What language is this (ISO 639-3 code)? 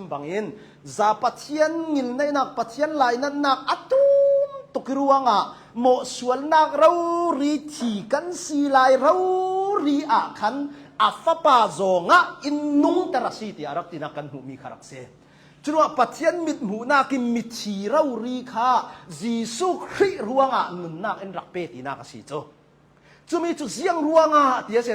cnh